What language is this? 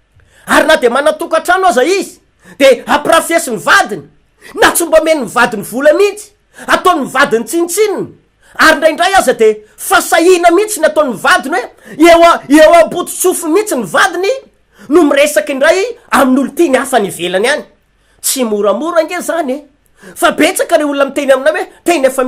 Malagasy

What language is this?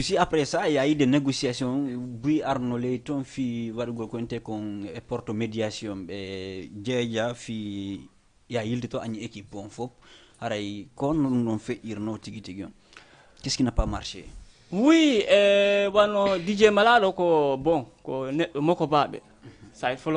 Fula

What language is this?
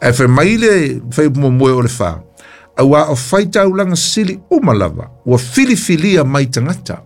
Samoan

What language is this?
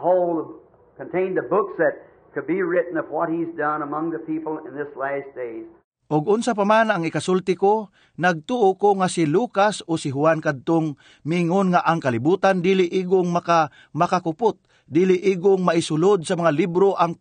Cebuano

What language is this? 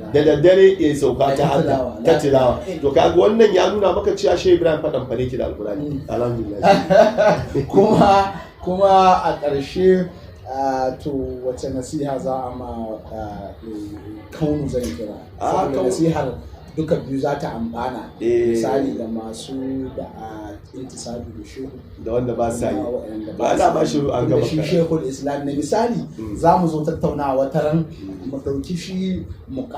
Hausa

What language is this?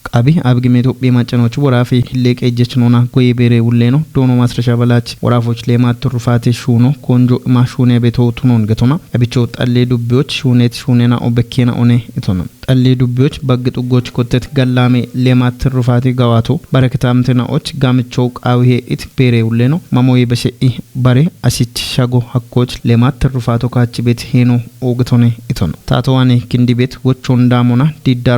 Kafa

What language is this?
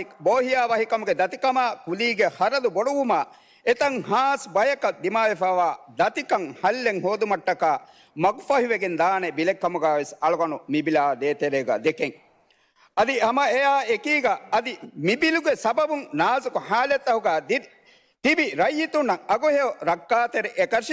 Divehi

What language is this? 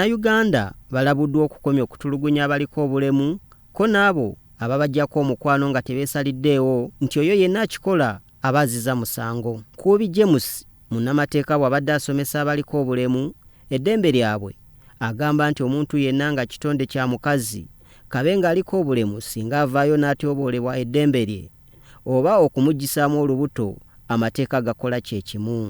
Ganda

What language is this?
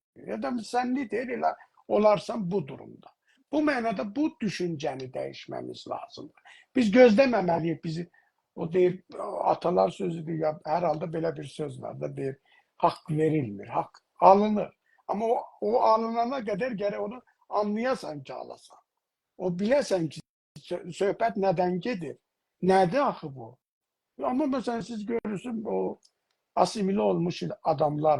South Azerbaijani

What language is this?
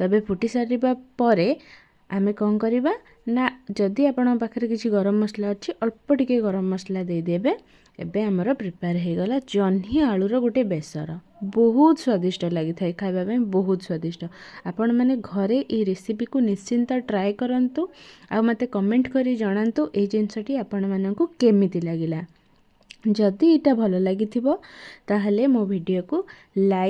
Odia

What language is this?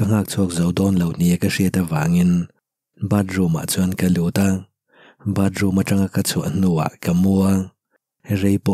Mizo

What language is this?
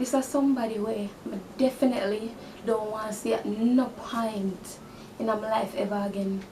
Jamaican Creole English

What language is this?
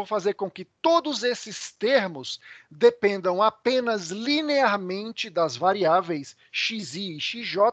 Portuguese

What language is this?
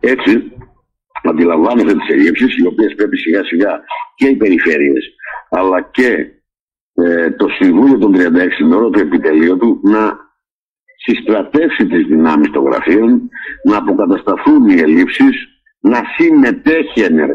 Greek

